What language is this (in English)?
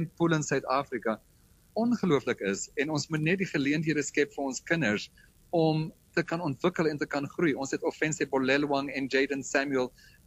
Afrikaans